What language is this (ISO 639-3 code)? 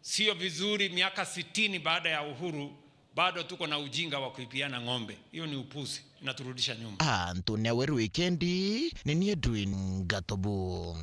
mer